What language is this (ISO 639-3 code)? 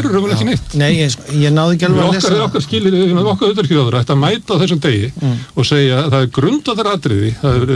isl